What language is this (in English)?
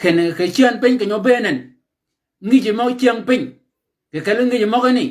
Shilluk